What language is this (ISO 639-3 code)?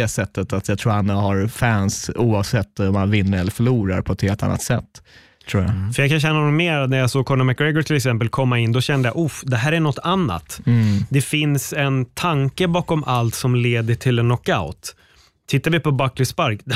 swe